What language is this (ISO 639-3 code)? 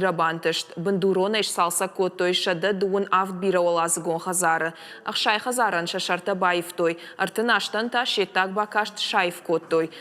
oss